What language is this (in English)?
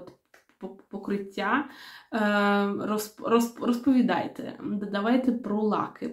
Ukrainian